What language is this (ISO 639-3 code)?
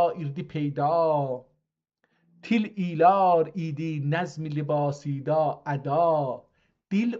azb